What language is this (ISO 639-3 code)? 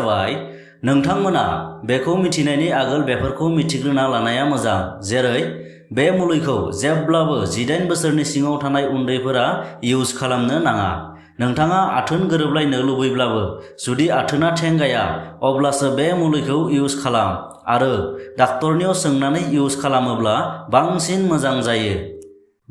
brx